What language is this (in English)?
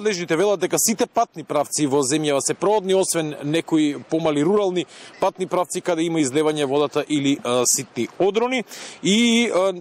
Macedonian